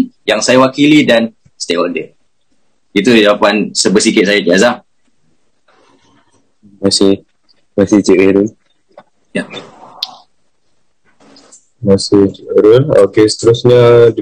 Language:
Malay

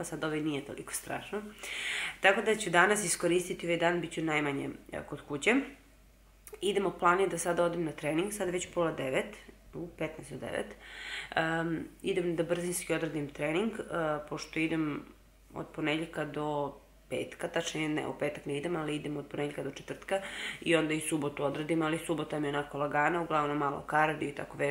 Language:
Serbian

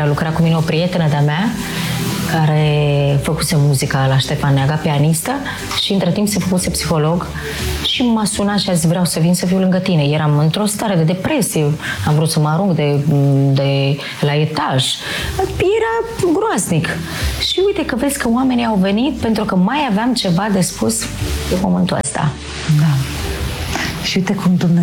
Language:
Romanian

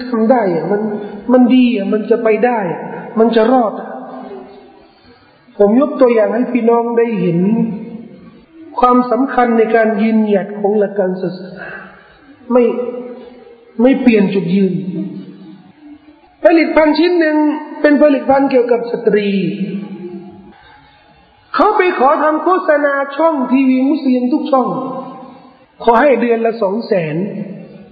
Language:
Thai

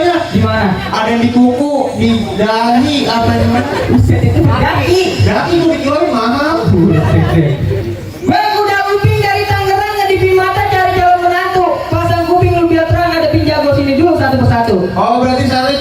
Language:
Betawi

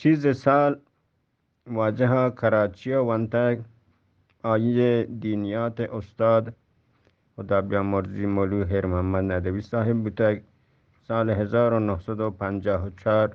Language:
Eastern Balochi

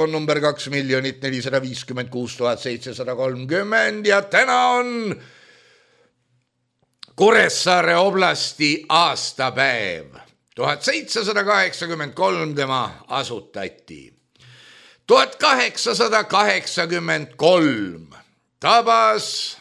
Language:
Estonian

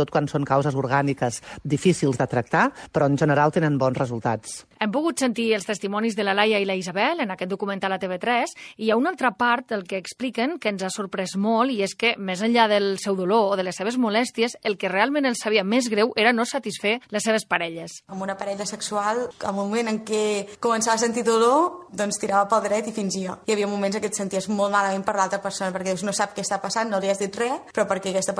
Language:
Catalan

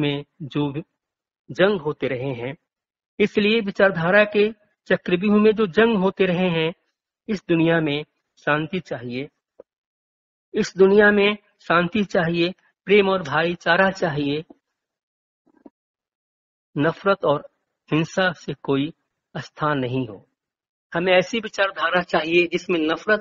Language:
Hindi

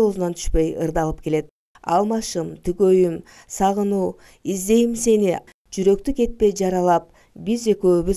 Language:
Kyrgyz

